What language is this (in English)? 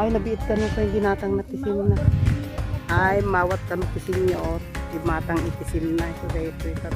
Iloko